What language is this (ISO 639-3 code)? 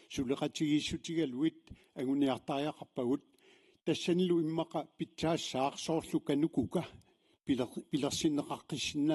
kal